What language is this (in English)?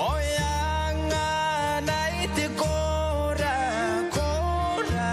Gilbertese